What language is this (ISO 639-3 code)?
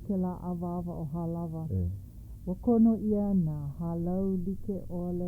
haw